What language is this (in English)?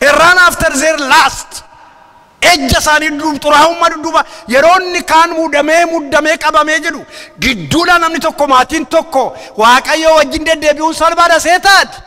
Oromo